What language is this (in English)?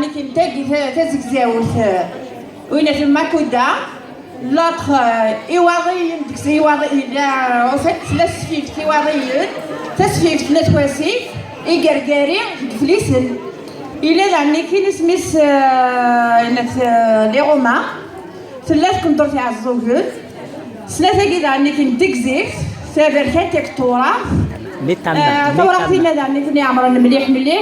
Kabyle